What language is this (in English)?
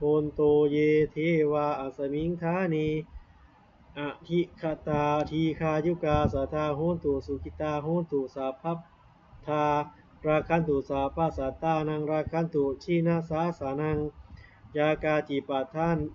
Pali